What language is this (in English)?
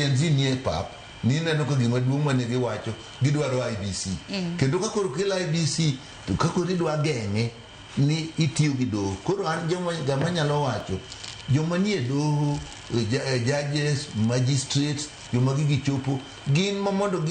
Luo (Kenya and Tanzania)